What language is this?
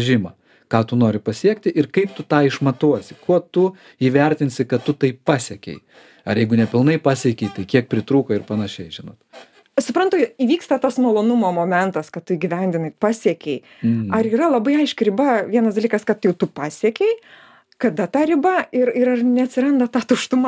Lithuanian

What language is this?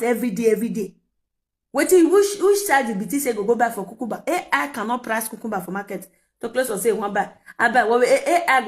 Nigerian Pidgin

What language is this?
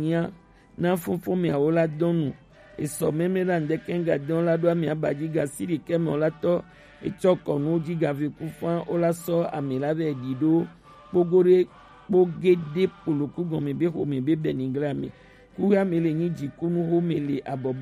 Gen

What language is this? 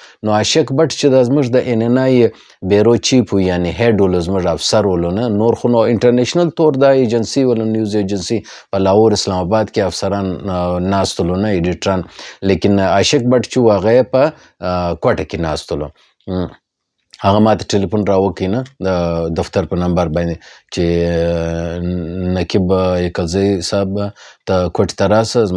Pashto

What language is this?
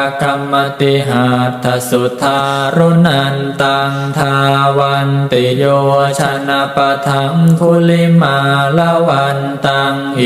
Pali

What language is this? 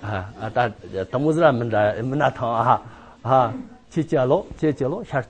Amdo Tibetan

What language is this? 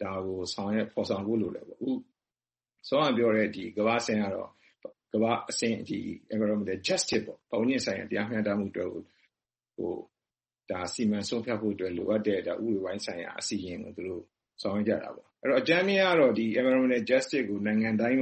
Burmese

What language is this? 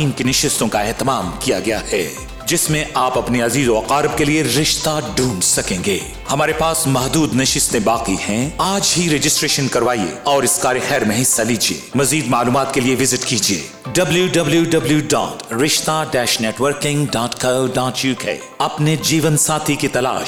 Urdu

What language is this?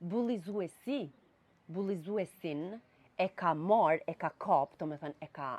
Albanian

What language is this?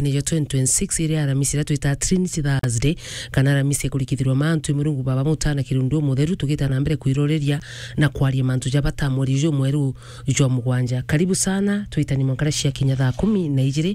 Meru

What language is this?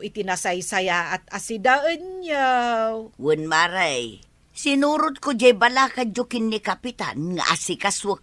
Iloko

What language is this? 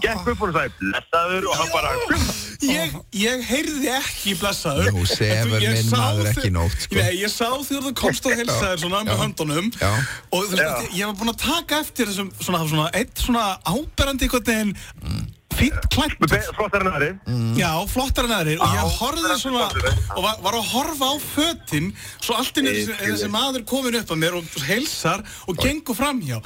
Icelandic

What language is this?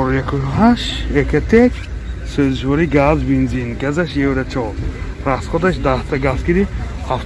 Tajik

